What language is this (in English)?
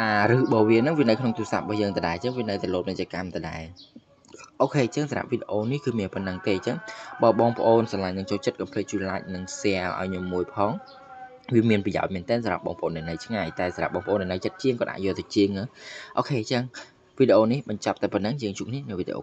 Khmer